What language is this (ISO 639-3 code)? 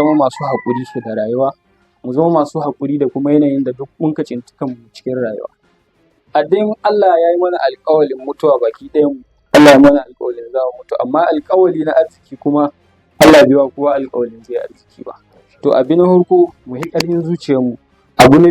hau